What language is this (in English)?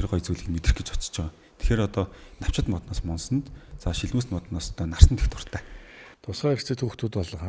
Mongolian